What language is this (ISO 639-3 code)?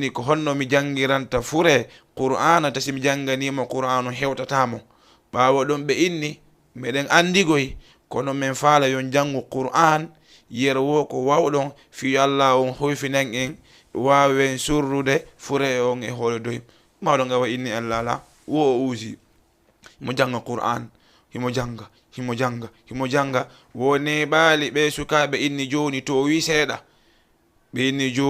ful